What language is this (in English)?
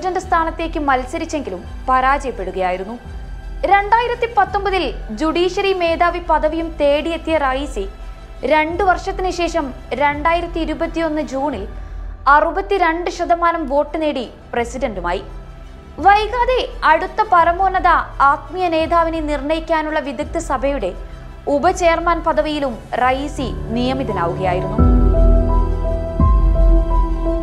Malayalam